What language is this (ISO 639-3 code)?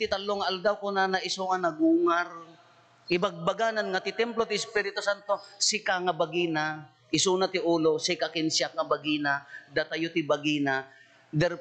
ilo